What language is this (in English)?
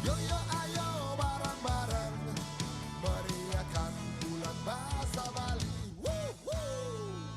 Balinese